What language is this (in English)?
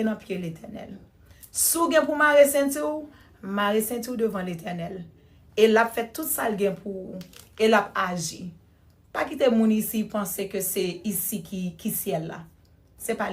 Haitian Creole